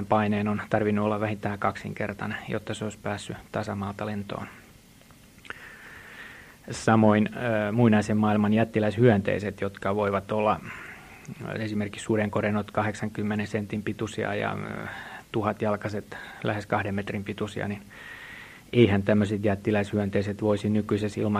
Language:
Finnish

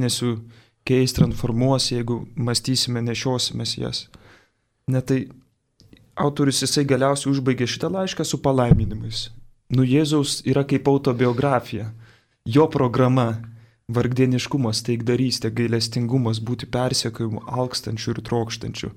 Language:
Lithuanian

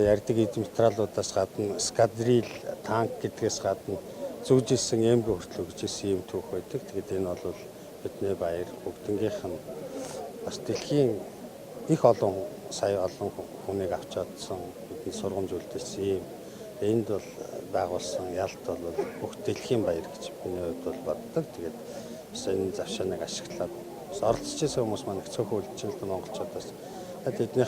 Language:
Mongolian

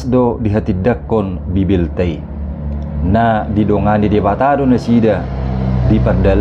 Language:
Batak Toba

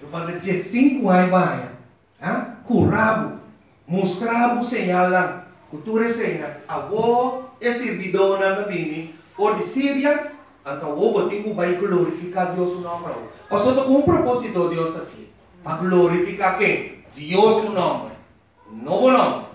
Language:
Papiamento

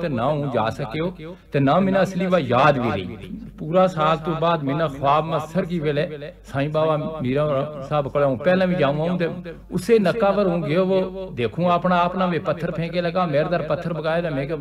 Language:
Gujari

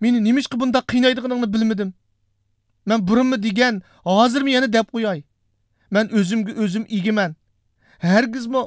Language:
Uyghur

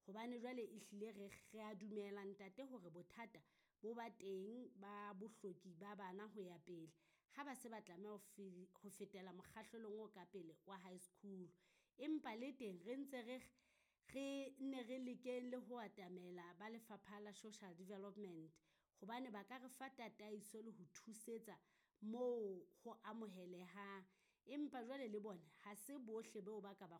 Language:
Southern Sotho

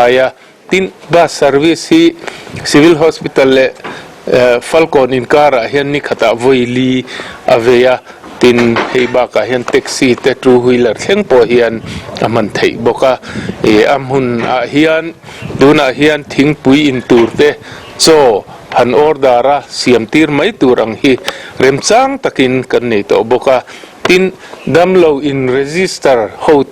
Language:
Mizo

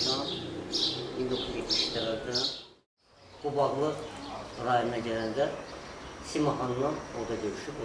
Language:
Azerbaijani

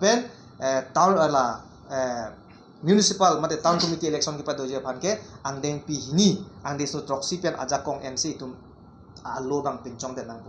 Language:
Karbi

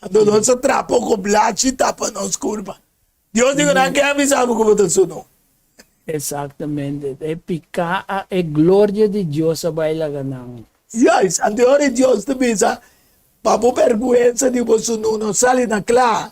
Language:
Papiamento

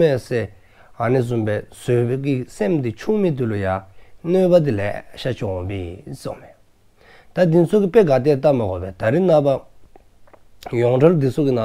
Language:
Dzongkha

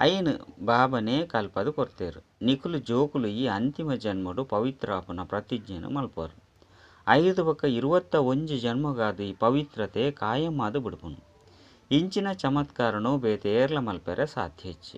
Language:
Tulu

